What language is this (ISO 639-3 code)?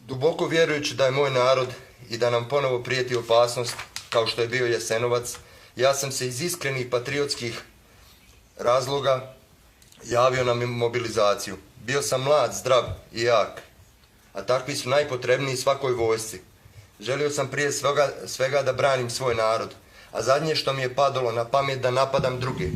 bos